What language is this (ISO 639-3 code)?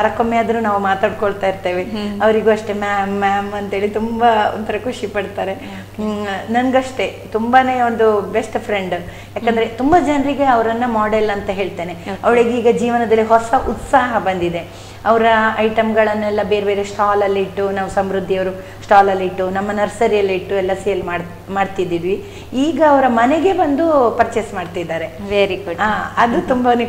kan